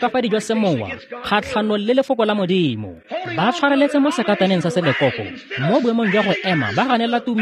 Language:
Tswana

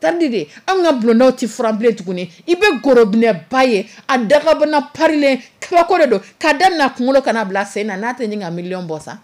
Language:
Dyula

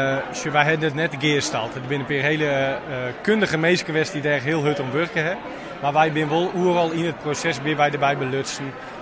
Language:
Western Frisian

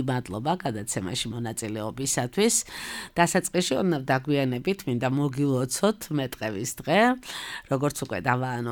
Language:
Georgian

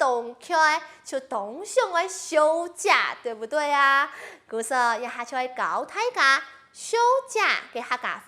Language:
Hakka Chinese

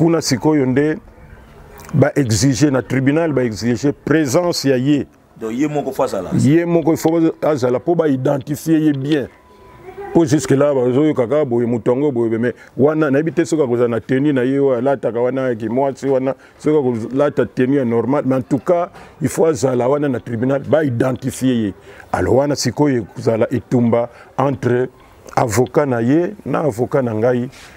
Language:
Lingala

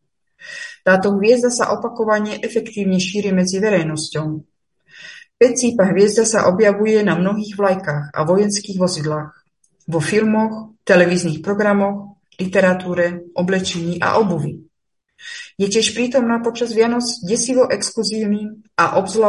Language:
Slovak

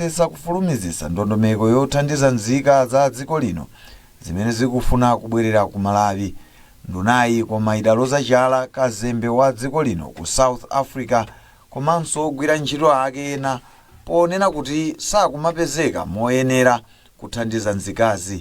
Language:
Nyanja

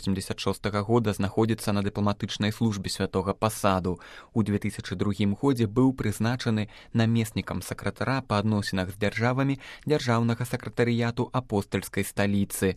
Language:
Belarusian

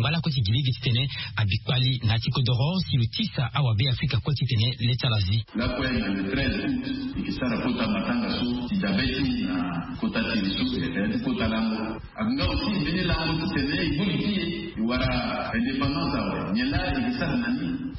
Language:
Sango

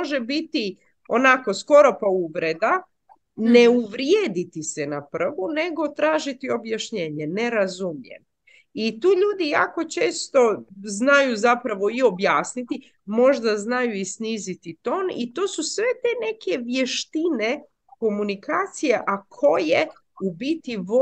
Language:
Croatian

